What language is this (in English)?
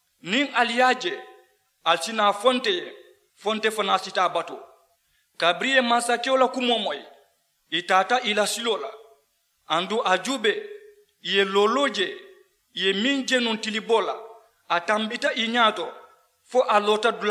Mandingo